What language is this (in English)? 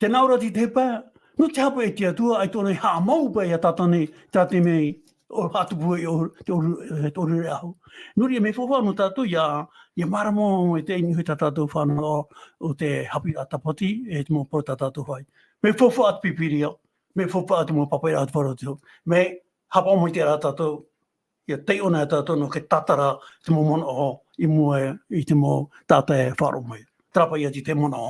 Tahitian